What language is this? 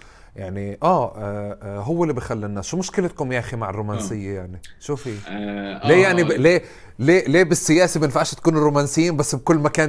North Levantine Arabic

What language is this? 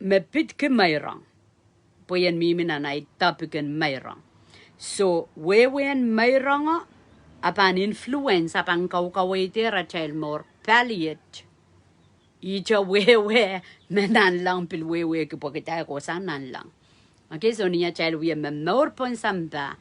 Pohnpeian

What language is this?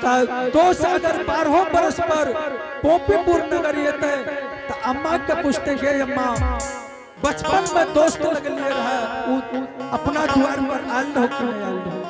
Angika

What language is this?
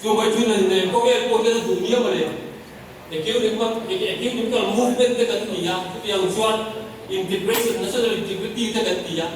Mizo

